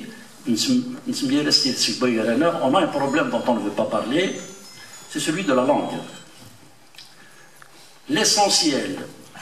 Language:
French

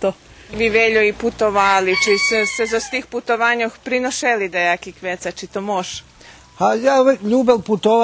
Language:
Rusyn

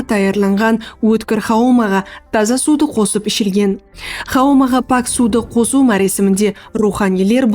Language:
Kara-Kalpak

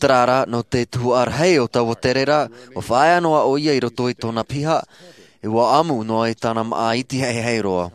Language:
Tahitian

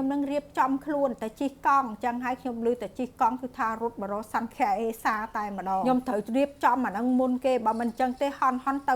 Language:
Khmer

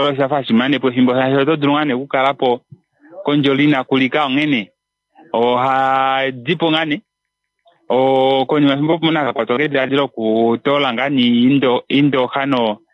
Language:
Kuanyama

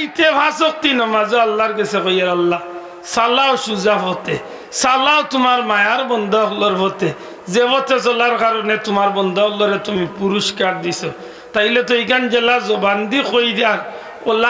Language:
Sylheti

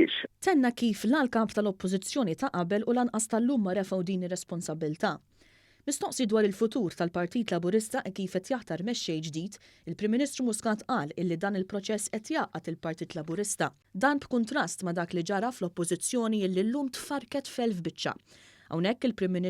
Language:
Maltese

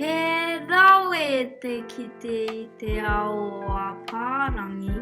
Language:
Māori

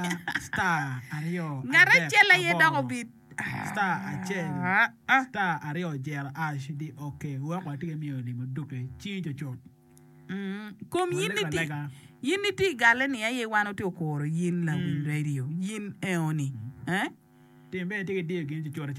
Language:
Acoli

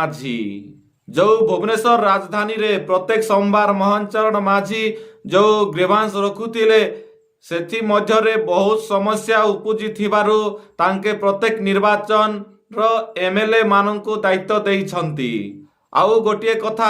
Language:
Odia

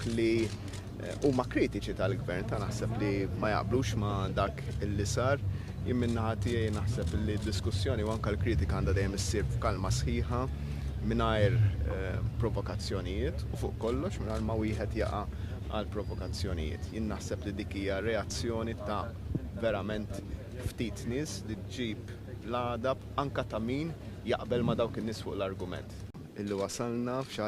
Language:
Maltese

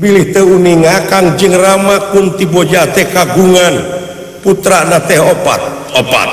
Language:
Sundanese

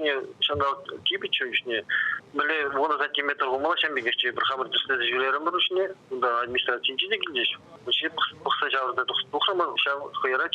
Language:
Chuvash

